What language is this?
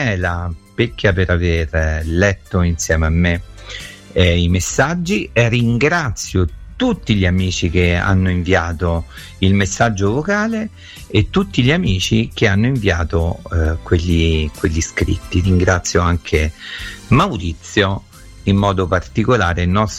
Italian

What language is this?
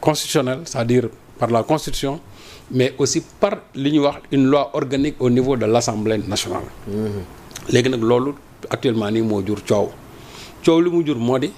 Wolof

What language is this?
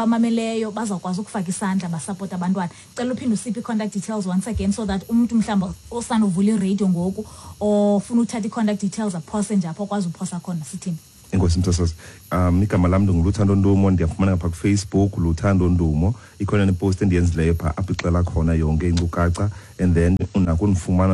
Xhosa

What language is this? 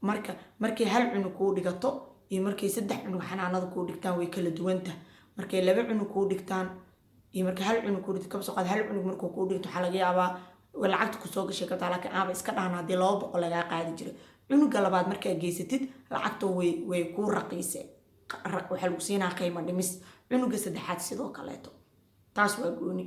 Somali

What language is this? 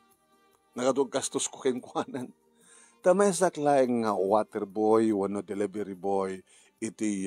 Iloko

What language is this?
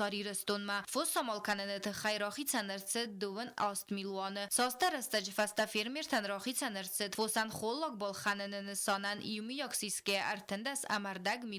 Ossetic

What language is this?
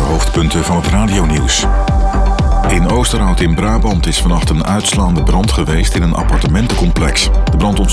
Dutch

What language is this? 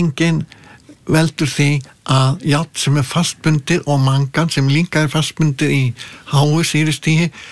Icelandic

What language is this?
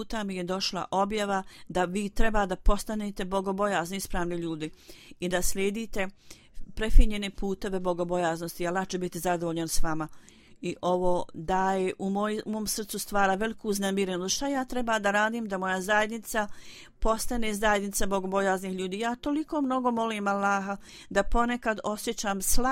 Bosnian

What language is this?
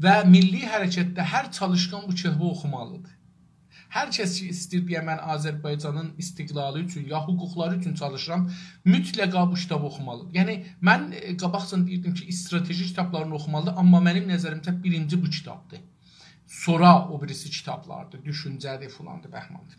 South Azerbaijani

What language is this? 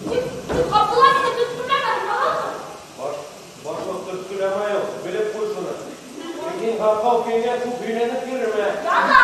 Bashkir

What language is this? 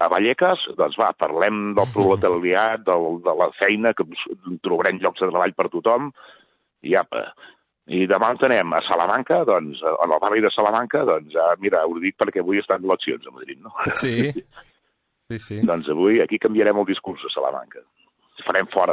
Catalan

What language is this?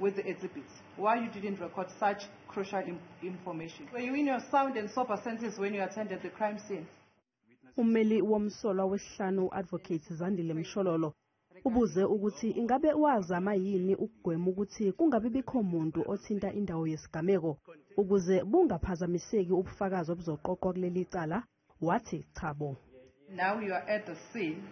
Zulu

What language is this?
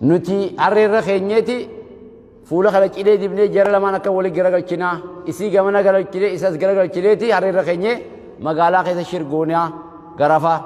Oromo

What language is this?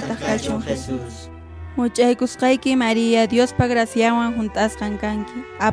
Quechua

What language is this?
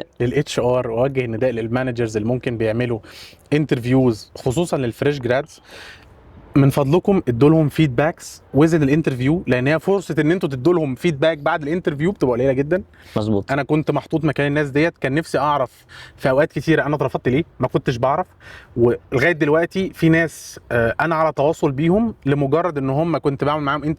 Egyptian Arabic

